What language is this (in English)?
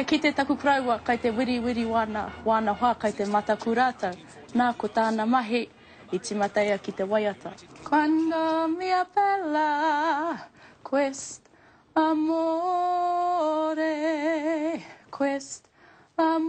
Māori